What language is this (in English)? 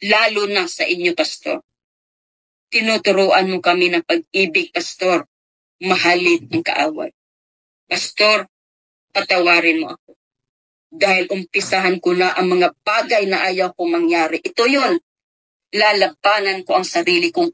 Filipino